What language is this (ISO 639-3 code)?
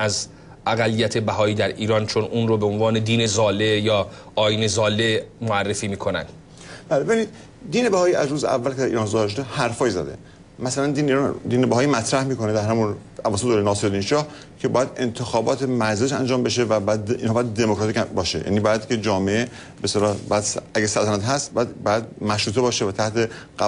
fas